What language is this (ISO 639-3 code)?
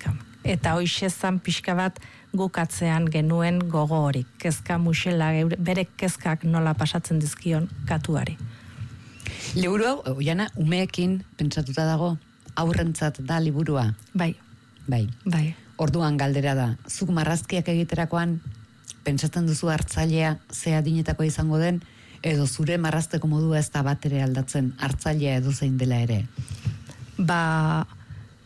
eus